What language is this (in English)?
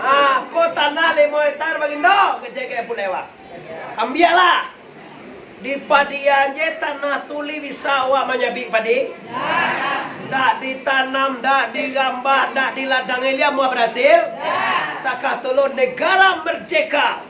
Minangkabau